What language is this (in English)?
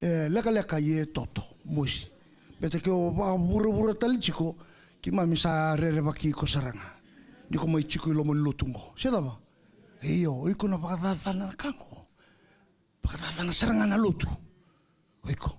Fijian